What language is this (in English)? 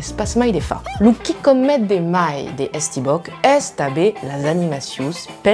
Occitan